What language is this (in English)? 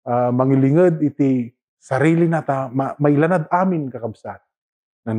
Iloko